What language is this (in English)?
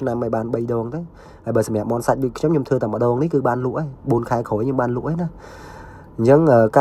Khmer